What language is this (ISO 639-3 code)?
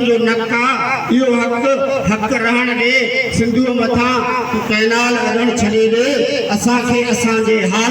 snd